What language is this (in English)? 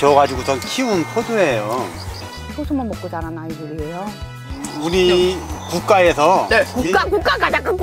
Korean